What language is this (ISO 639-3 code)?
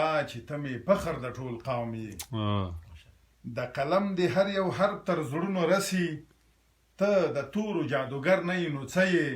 pus